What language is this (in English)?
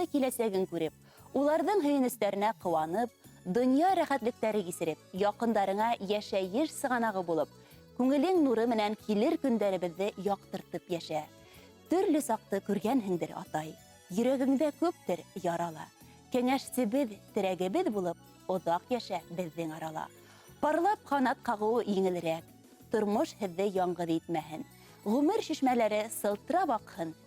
Bashkir